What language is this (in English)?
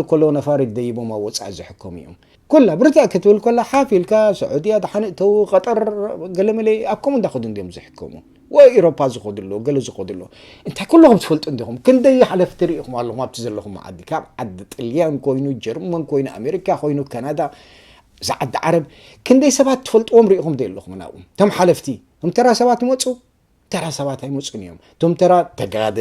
Tigrinya